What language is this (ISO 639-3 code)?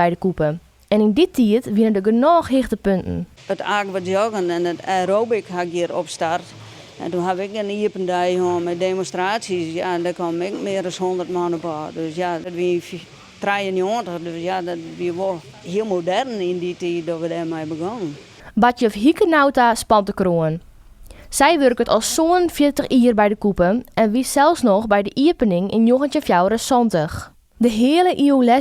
fry